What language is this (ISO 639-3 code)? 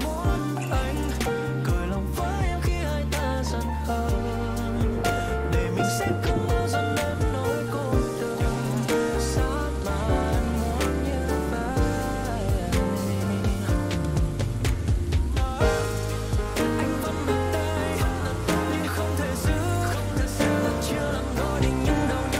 vie